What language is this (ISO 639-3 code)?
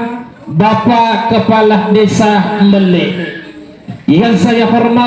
bug